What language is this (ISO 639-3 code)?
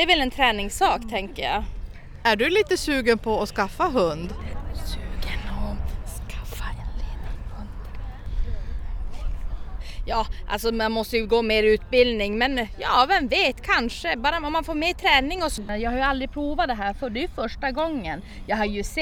swe